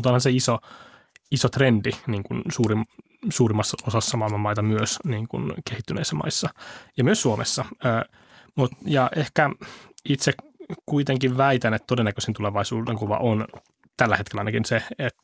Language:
Finnish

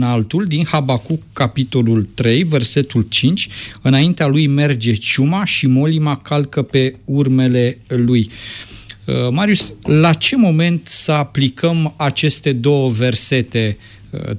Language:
Romanian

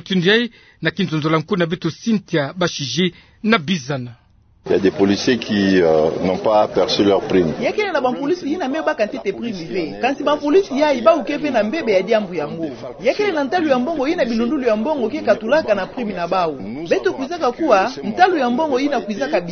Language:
Kituba (Democratic Republic of Congo)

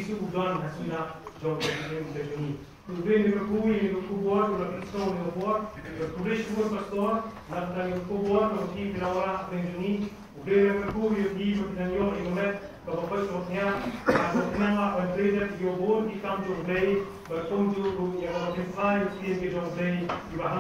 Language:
Khasi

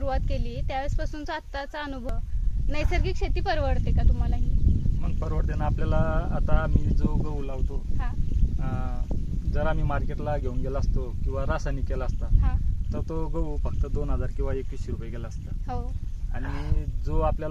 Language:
Marathi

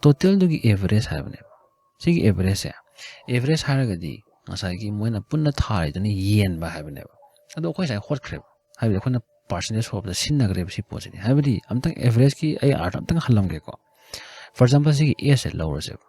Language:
Manipuri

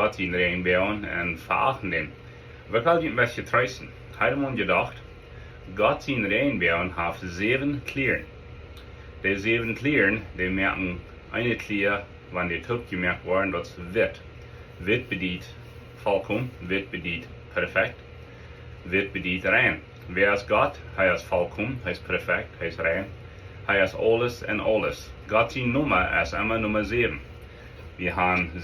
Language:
Plautdietsch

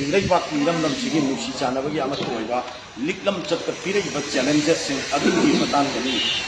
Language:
Manipuri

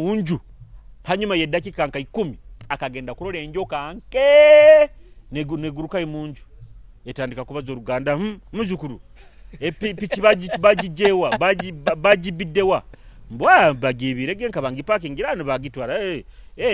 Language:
Nyoro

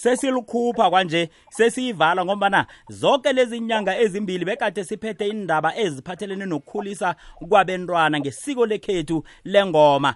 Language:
South Ndebele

